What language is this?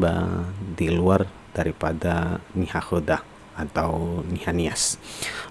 Nias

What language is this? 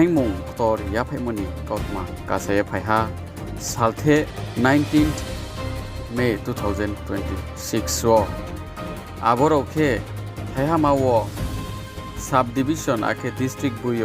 Riang (India)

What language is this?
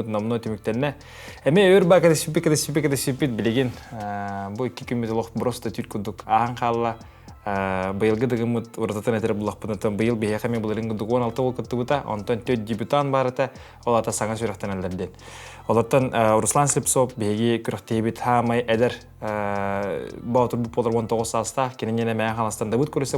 Yakut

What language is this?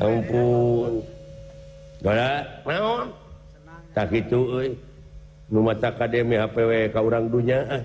Sundanese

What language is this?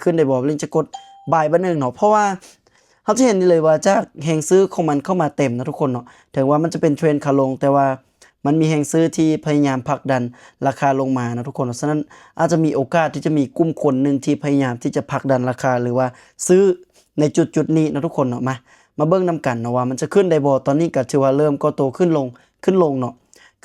Lao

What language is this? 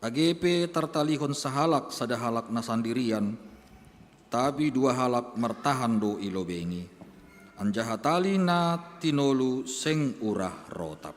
Batak Simalungun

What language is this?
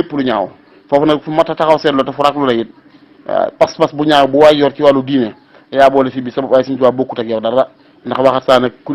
Wolof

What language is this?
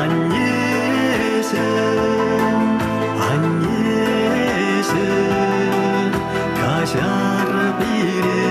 Chuvash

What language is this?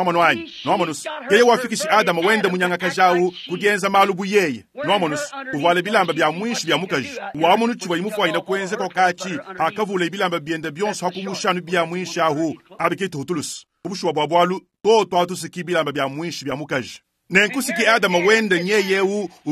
Luba-Lulua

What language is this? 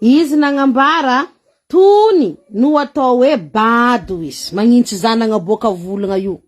Malagasy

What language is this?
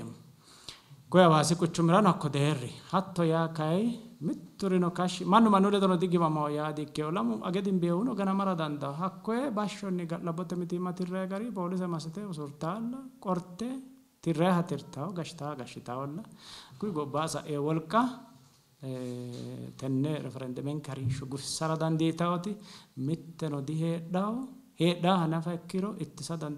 Sidamo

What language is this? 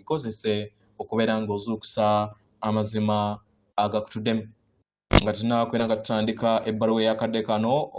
Ganda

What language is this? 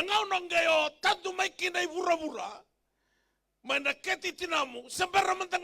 Fijian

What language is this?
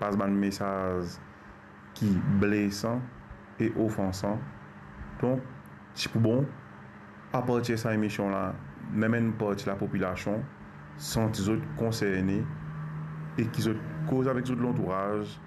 Morisyen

